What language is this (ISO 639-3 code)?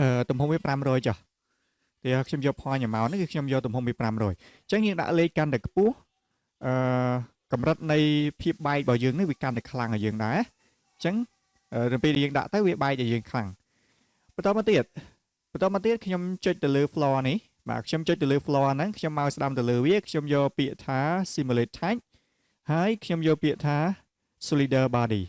khm